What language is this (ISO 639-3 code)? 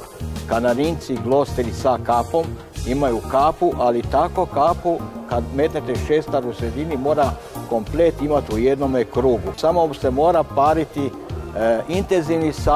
hrv